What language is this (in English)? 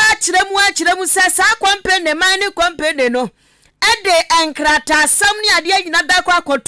Akan